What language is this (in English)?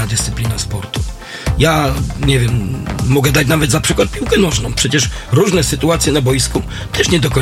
Polish